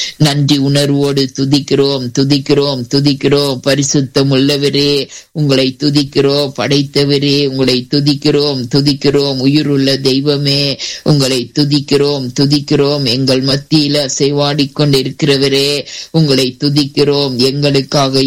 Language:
Tamil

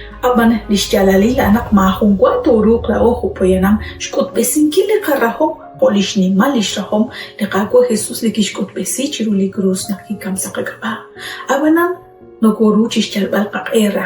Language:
Kekchí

